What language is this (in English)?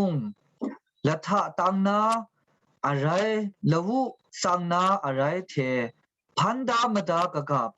Kachin